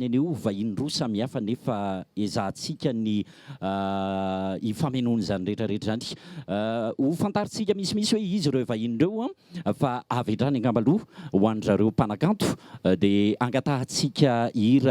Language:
Malagasy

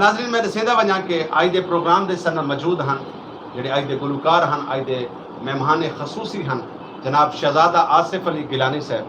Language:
Saraiki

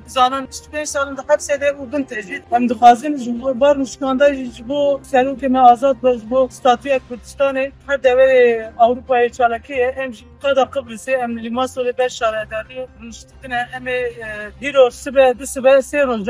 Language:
Kurdish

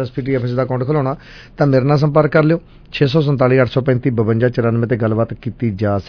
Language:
Punjabi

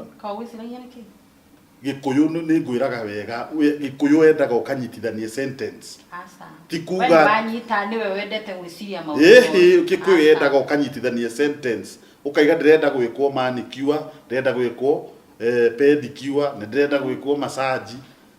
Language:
Kikuyu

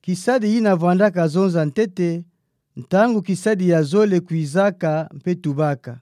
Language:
Kituba (Democratic Republic of Congo)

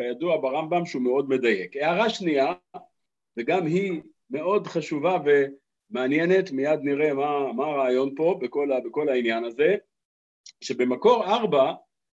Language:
Hebrew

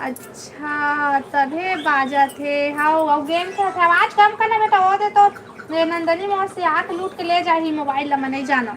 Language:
Chhattisgarhi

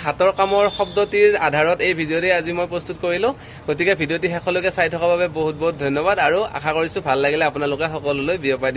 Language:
Assamese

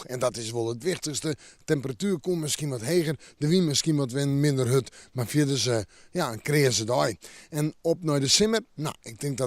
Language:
Western Frisian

